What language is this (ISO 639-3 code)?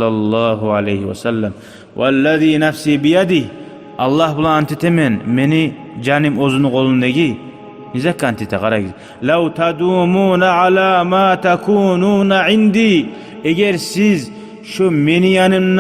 kum